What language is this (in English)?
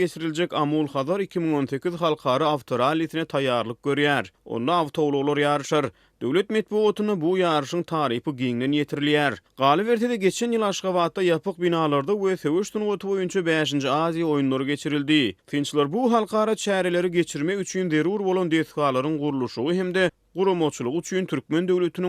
Turkmen